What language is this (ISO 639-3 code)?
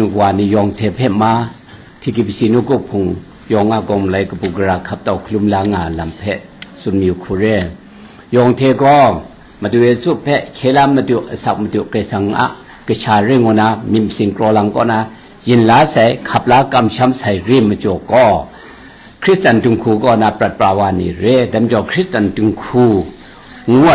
kac